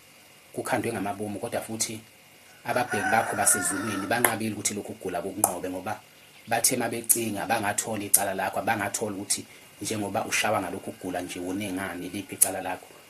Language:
Zulu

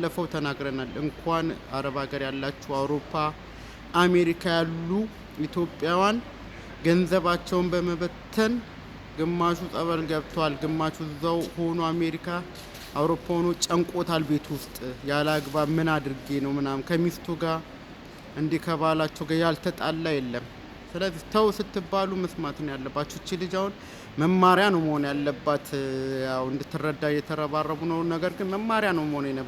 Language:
Amharic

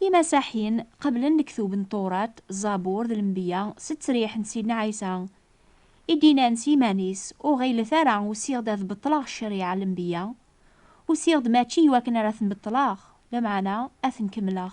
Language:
Kabyle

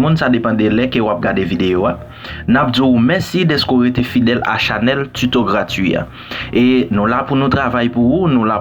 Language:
Haitian Creole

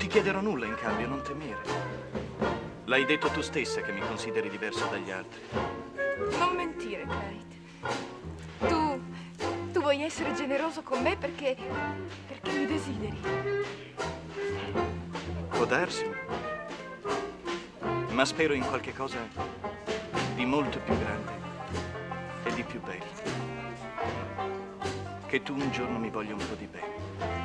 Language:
Italian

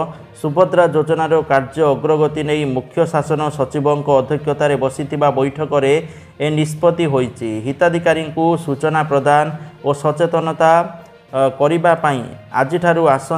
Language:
Odia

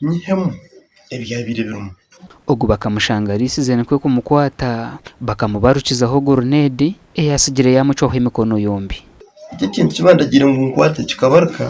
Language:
Nyankole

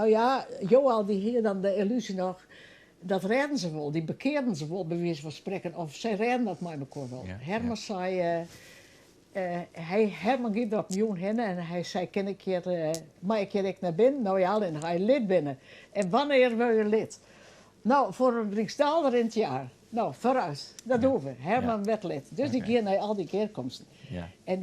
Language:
Western Frisian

